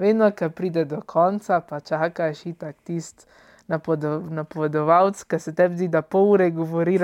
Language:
Slovenian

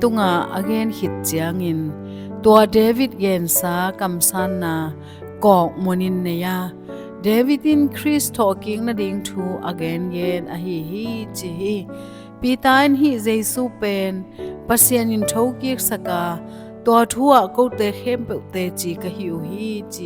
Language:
Tedim Chin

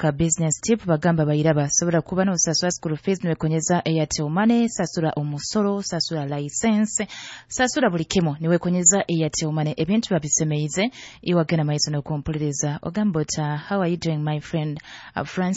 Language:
Nyoro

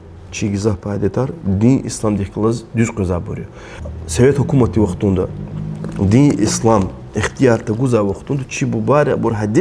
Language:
Lezghian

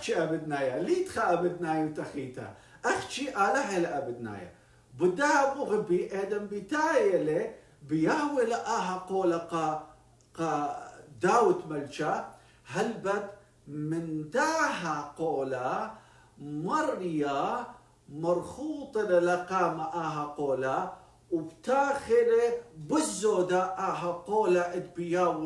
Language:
Assyrian Neo-Aramaic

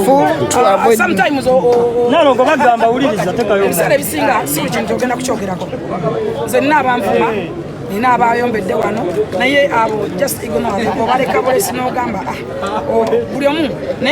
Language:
Ganda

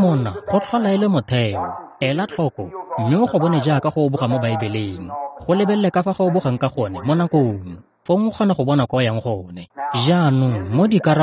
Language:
Tswana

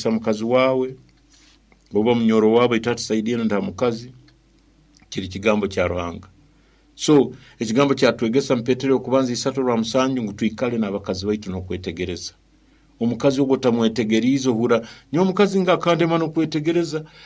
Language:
Nyoro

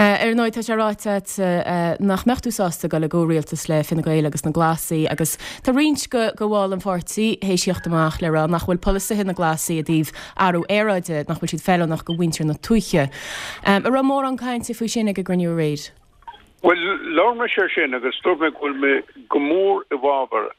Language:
Irish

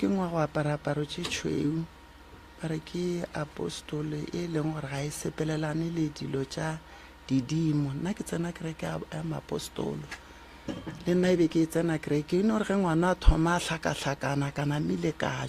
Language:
Northern Sotho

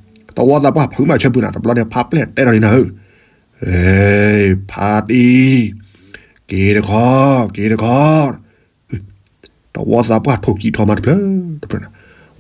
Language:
S'gaw Karen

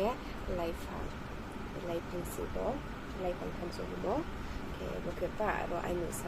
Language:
Riang (India)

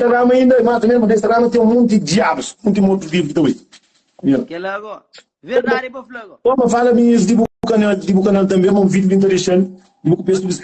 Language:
Kabuverdianu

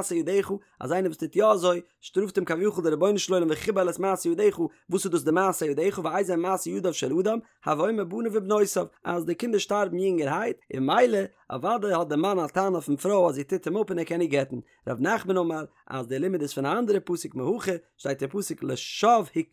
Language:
Yiddish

